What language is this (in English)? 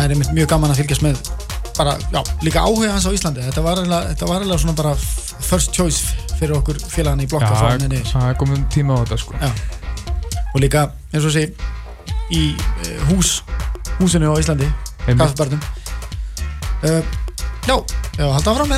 Icelandic